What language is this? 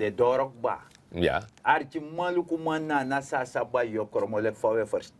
Sranan Tongo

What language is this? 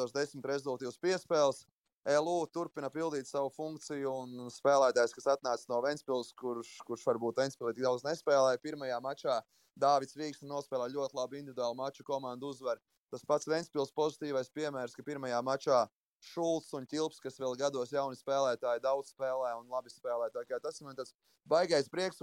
Latvian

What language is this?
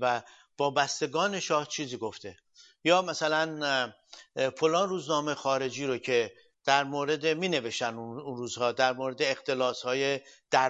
Persian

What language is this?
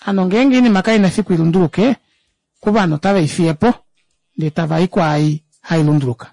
Kuanyama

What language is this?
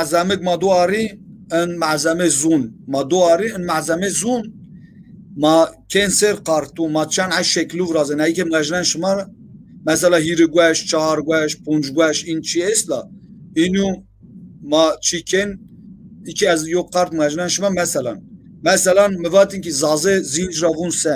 Zaza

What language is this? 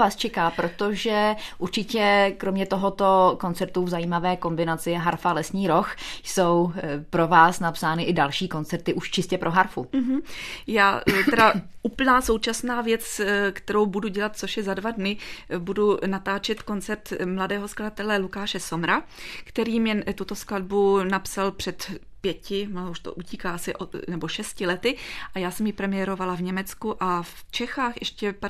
Czech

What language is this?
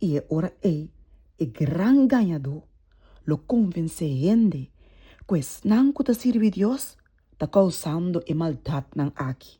Papiamento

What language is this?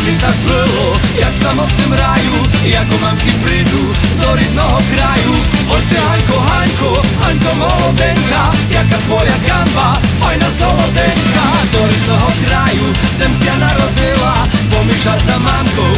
Slovak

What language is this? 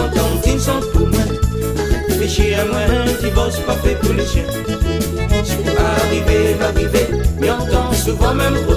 Réunion Creole French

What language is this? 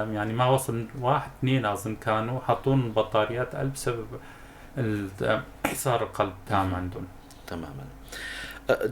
North Levantine Arabic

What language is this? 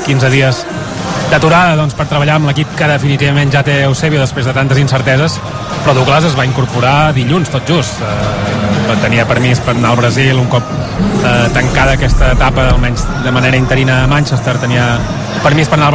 Catalan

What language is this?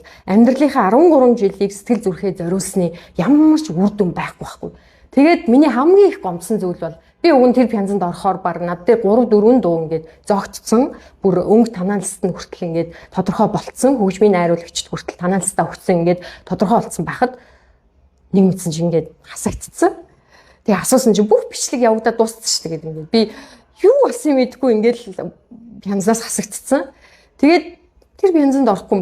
Mongolian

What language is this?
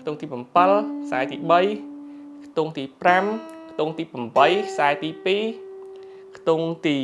Khmer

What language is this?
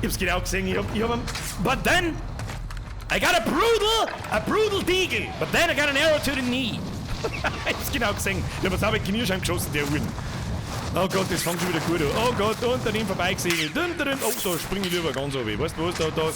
Bavarian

